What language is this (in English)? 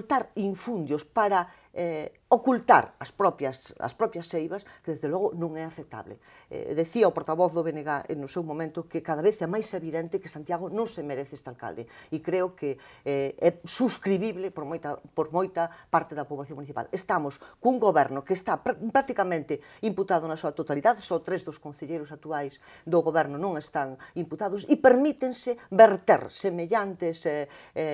Galician